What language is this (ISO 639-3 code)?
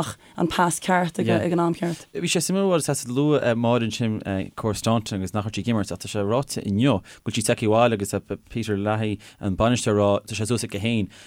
gle